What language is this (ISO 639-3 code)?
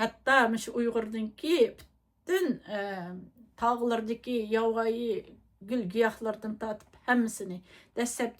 uig